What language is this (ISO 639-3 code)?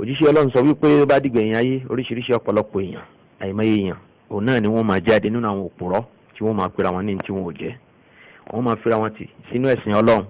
yor